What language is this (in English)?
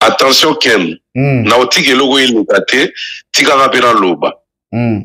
Lingala